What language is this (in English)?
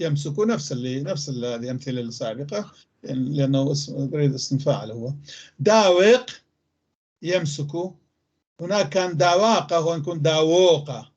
North Levantine Arabic